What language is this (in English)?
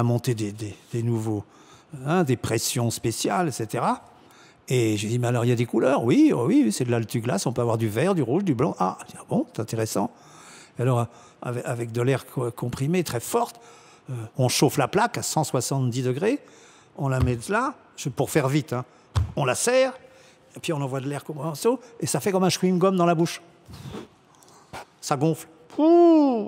French